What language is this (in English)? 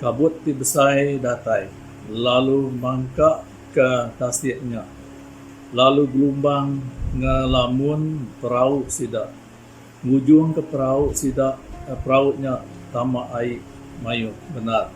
Iban